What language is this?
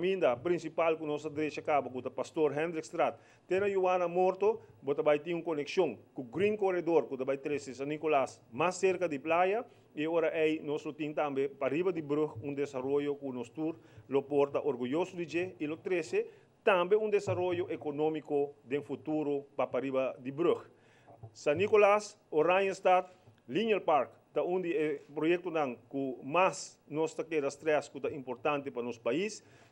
Papiamento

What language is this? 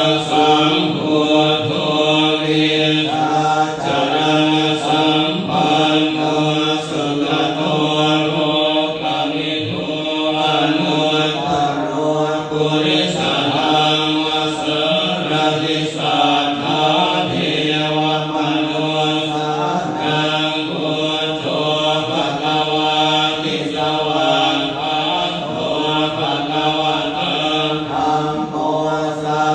Pali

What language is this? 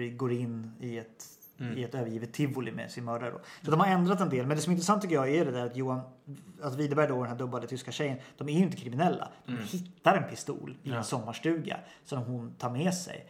Swedish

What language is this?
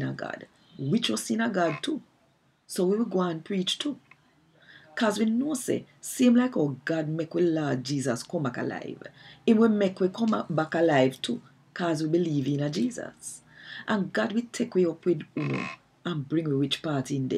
Jamaican Creole English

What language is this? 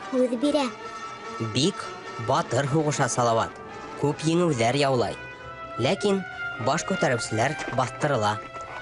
Bashkir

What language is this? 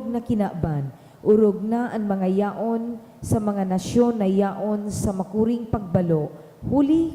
Bikol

